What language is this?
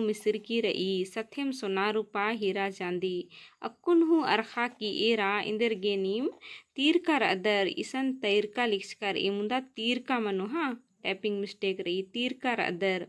Kurukh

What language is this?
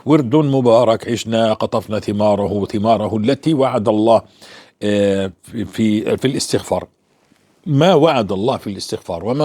North Levantine Arabic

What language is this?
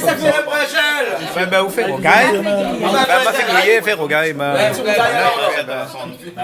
Réunion Creole French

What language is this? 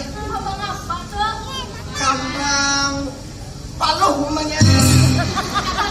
Banjar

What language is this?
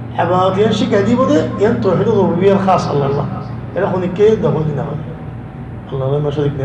Rohingya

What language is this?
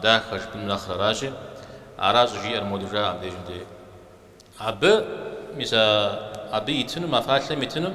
Kabardian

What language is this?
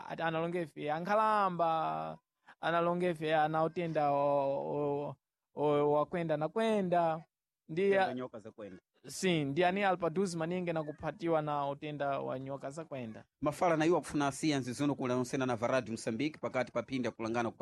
Sena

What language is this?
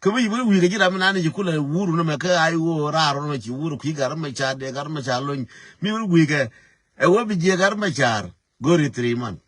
Nuer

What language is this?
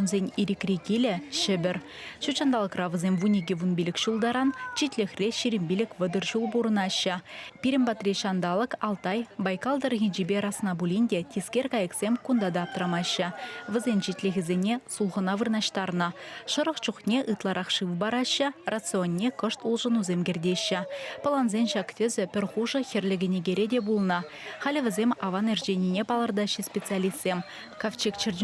Chuvash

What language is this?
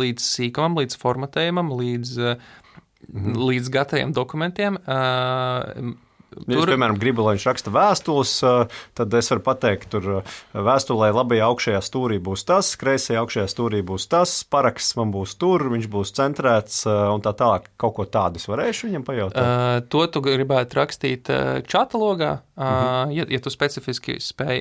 Latvian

